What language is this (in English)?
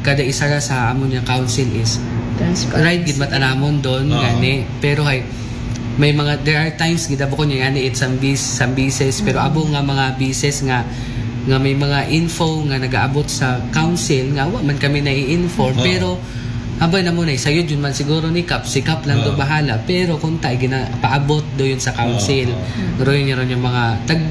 Aklanon